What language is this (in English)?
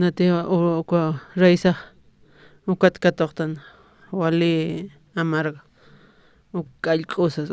Aymara